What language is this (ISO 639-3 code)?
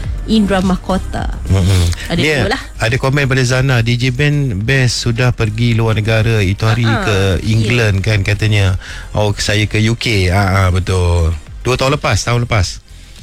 msa